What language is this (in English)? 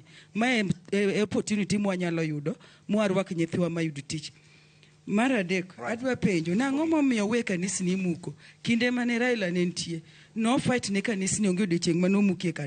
Luo (Kenya and Tanzania)